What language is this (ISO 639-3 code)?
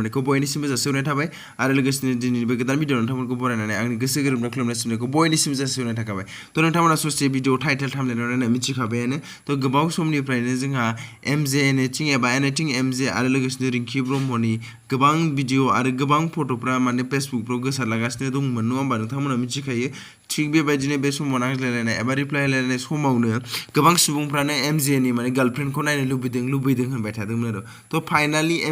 brx